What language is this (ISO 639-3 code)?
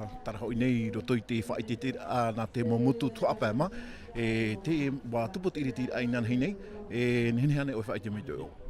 tah